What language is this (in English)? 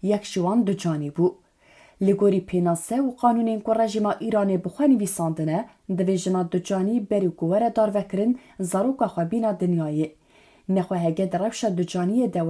Kurdish